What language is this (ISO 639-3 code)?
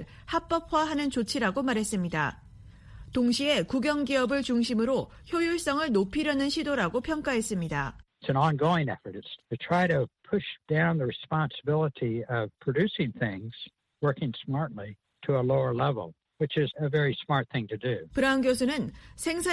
kor